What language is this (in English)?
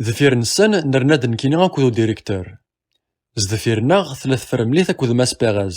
Kabyle